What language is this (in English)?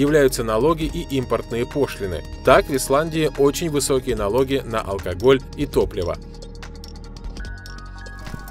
Russian